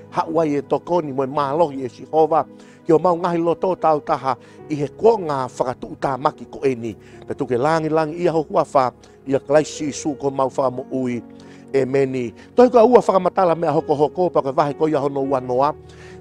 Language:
Tongan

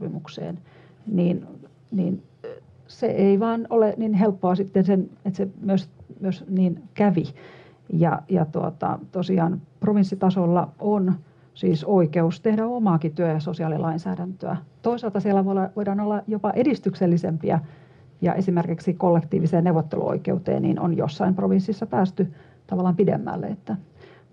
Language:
Finnish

